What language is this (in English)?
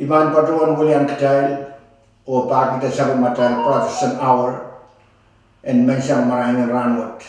Pohnpeian